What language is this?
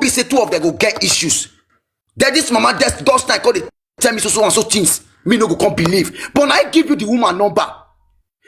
Nigerian Pidgin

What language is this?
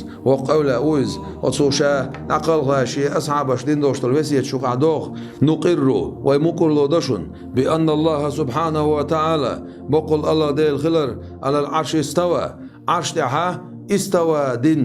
Chechen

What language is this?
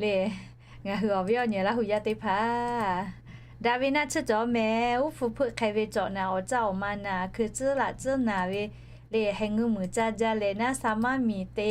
Lahu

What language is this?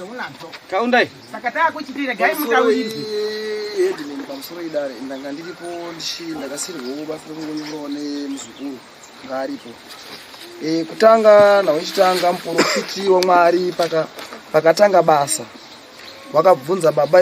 Shona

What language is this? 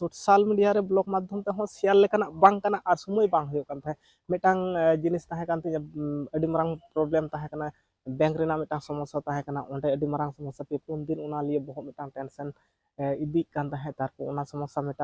Santali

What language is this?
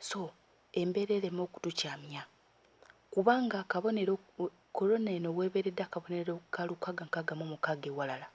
Ganda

